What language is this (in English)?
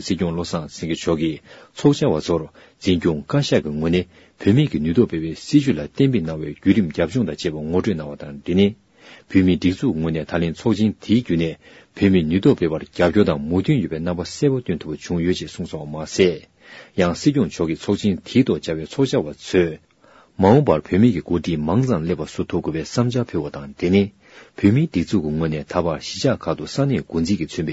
Tibetan